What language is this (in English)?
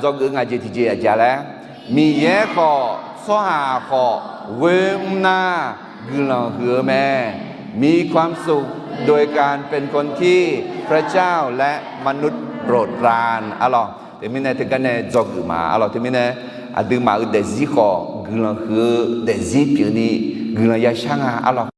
Akha